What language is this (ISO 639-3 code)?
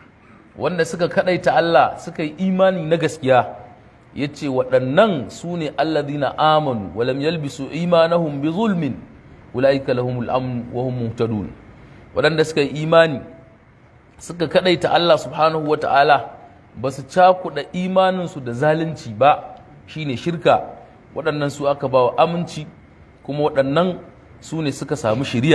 hau